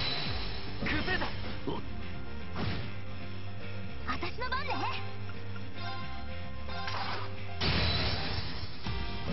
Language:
Japanese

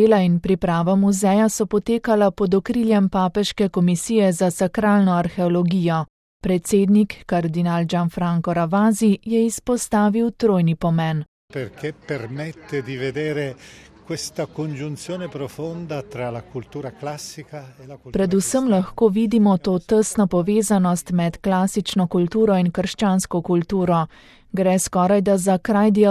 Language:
Slovenian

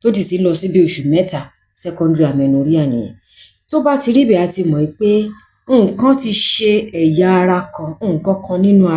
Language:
Yoruba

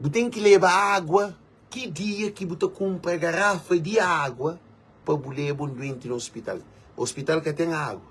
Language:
Kabuverdianu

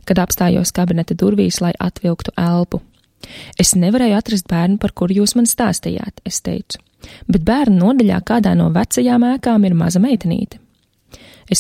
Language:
Latvian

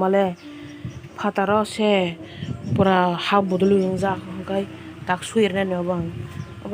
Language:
Kok Borok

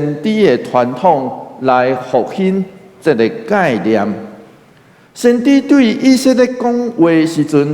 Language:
Min Nan Chinese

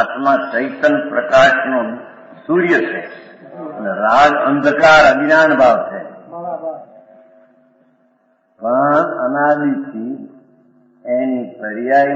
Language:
Gujarati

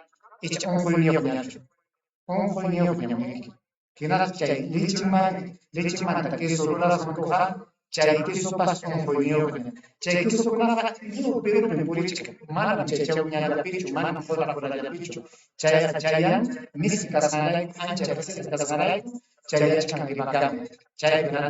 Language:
Ayacucho Quechua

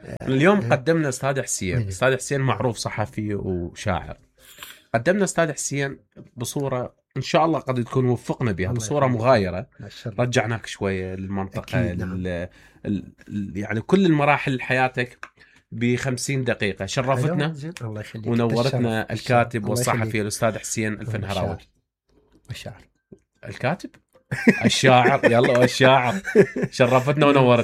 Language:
Mesopotamian Arabic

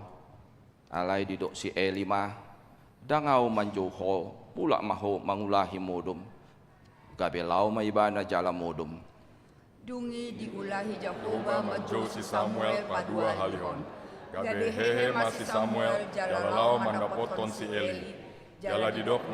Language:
Batak Toba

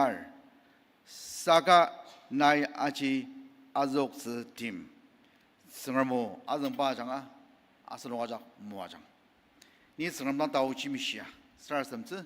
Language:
Ao Naga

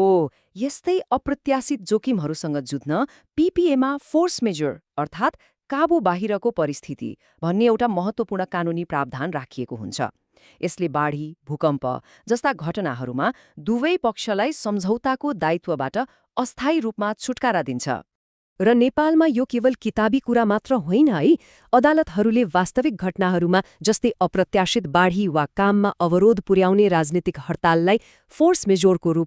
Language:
Nepali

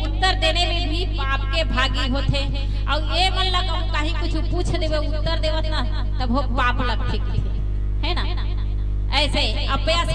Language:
Chhattisgarhi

